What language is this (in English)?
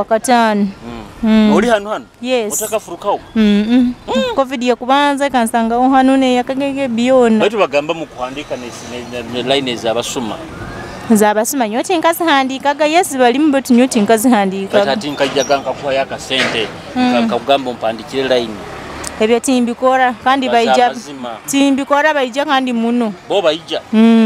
Nyoro